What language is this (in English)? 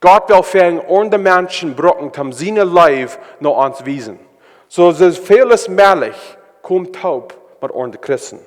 Plautdietsch